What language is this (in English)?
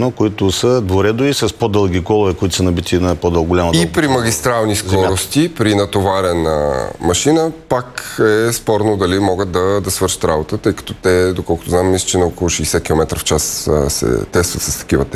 Bulgarian